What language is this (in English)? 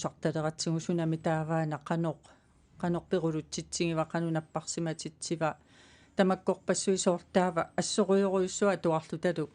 Kalaallisut